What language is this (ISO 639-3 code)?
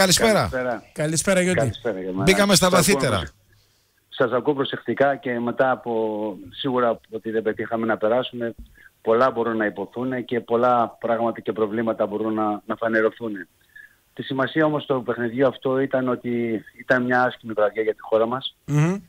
ell